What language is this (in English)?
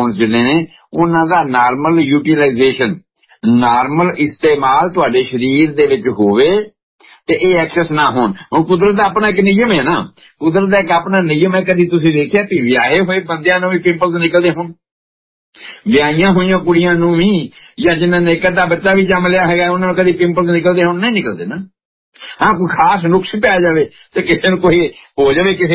Punjabi